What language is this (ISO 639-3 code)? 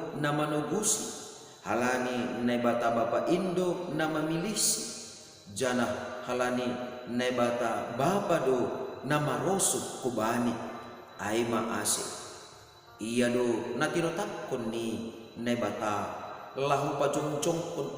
bts